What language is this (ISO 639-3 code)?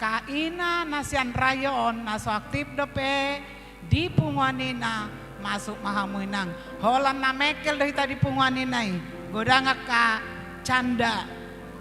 bbc